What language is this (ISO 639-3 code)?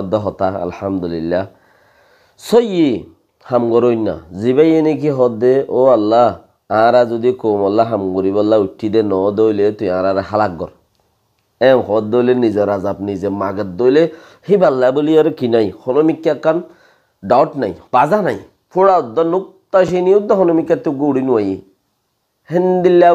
rhg